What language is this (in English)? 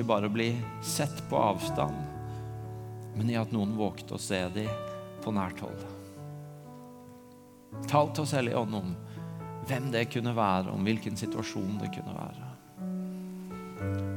Norwegian